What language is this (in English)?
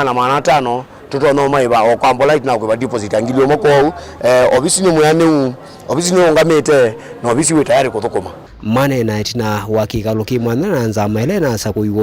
Kamba